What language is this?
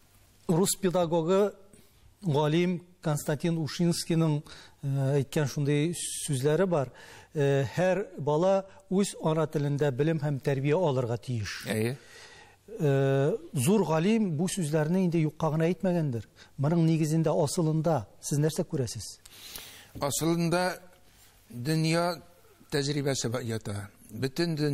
Tatar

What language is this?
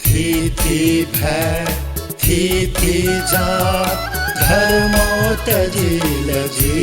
Newari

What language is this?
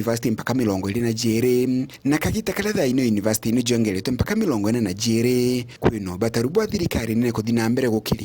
Meru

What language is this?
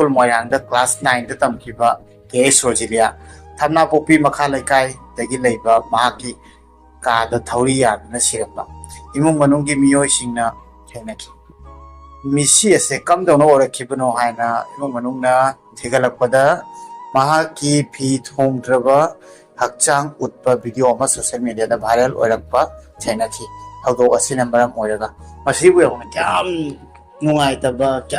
Manipuri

